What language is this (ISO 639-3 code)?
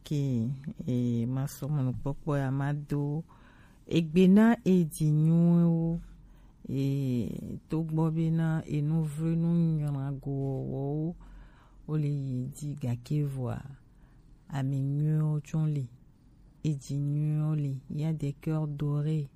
gej